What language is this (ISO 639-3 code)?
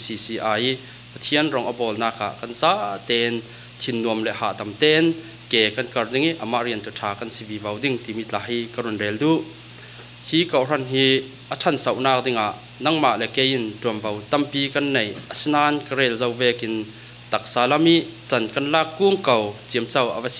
cfm